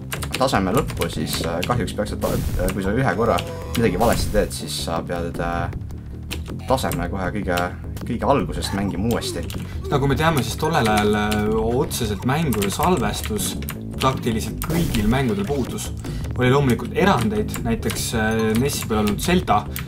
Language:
Estonian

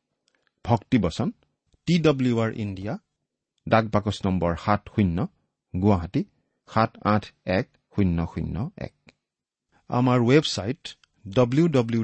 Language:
Assamese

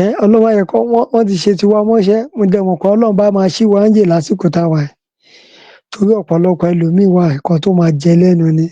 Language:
Yoruba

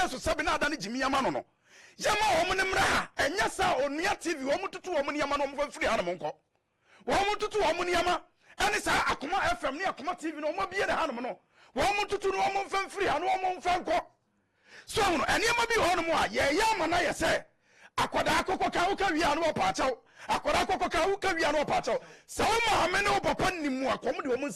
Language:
Akan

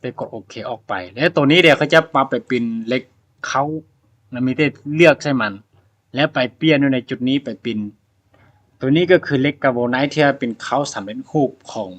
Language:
Lao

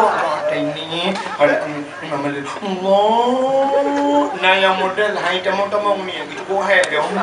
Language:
Achinese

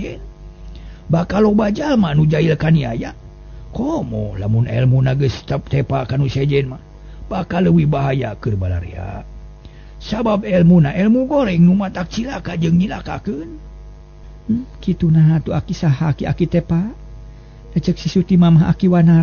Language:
Sundanese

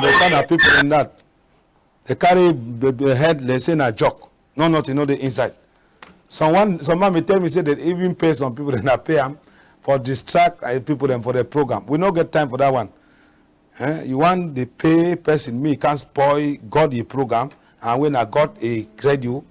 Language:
Cameroon Pidgin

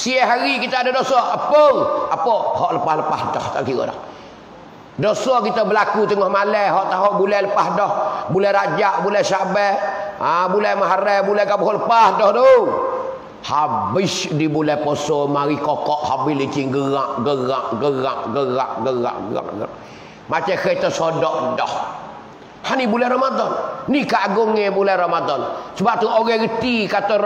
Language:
Malay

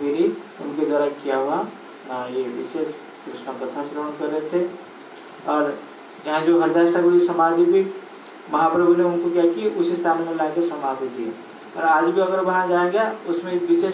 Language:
Hindi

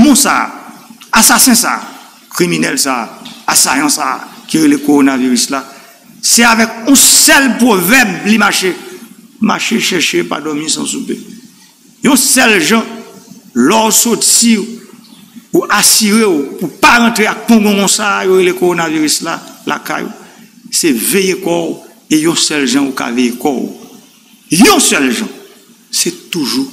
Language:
Haitian Creole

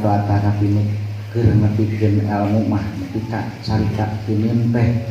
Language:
Sundanese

